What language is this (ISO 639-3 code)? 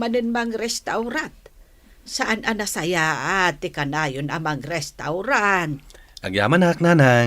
ilo